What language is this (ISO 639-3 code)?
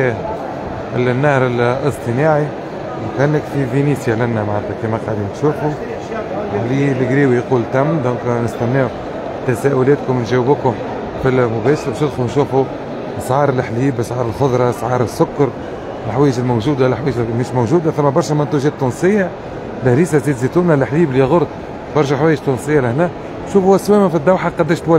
aeb